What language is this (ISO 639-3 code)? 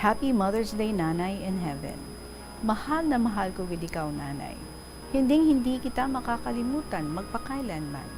hil